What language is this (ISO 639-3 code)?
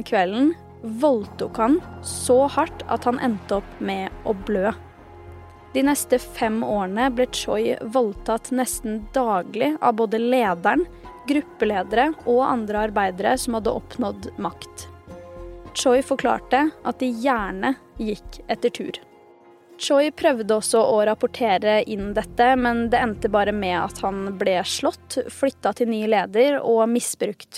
nor